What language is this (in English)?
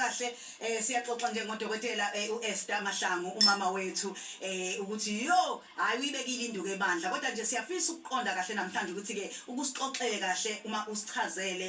Zulu